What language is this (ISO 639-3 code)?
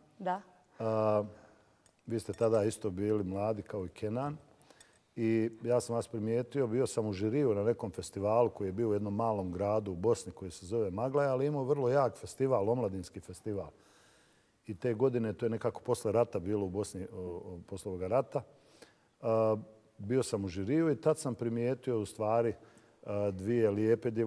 bos